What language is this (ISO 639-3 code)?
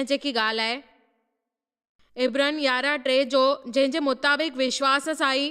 snd